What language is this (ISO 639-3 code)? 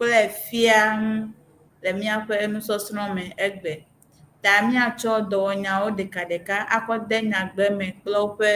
ewe